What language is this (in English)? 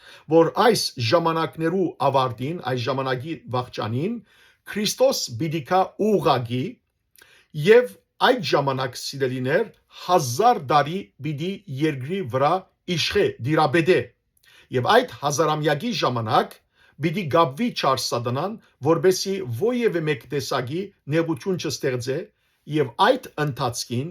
Western Armenian